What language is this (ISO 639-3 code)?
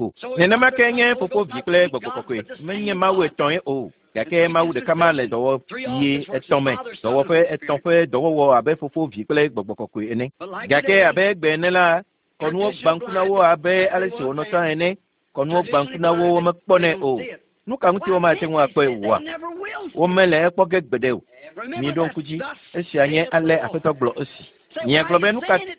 ewe